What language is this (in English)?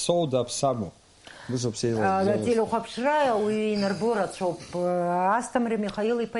Abkhazian